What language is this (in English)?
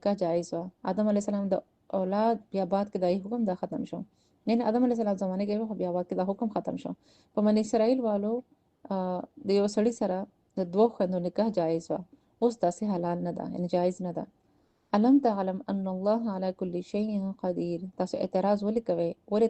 Pashto